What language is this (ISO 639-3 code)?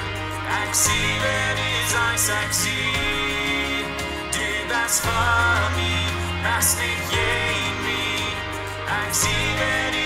pdt